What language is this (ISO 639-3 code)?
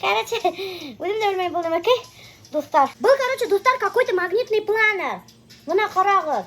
bak